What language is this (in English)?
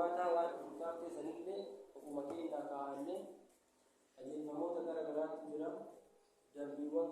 Oromo